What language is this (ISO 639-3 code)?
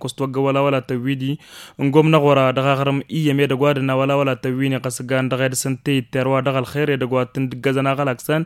taq